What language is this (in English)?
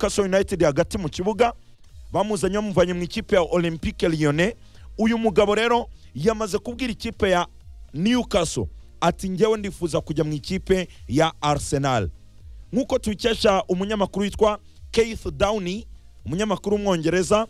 Kinyarwanda